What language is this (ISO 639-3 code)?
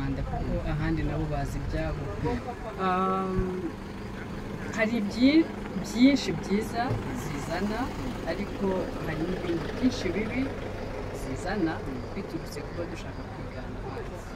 kin